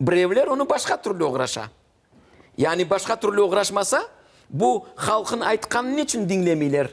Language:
Crimean Tatar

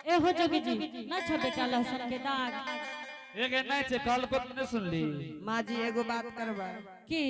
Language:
Angika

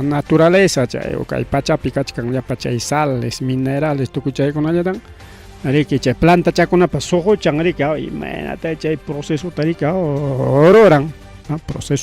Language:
Ayacucho Quechua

